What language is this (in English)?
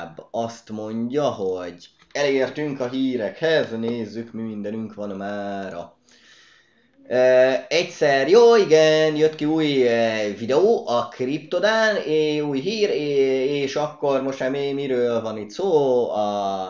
Hungarian